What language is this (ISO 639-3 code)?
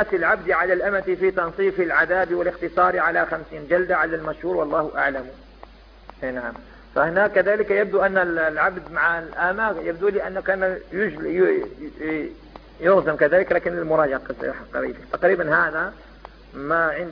ara